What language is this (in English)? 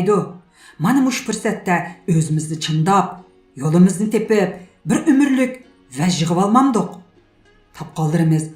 Uyghur